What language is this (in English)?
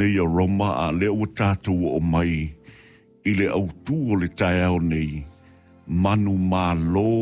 Samoan